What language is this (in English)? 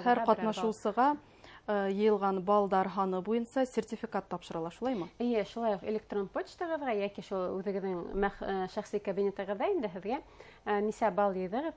Bashkir